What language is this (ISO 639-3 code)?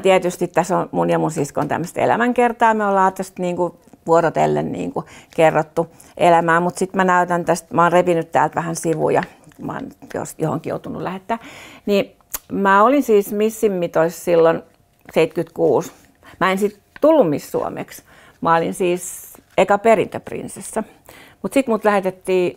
fin